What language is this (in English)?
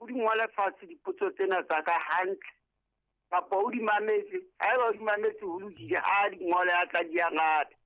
Southern Sotho